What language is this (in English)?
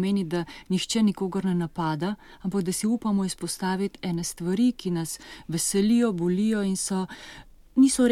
Slovenian